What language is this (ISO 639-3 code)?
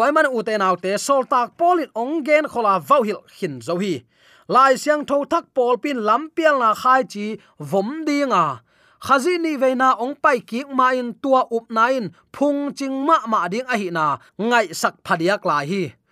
ctd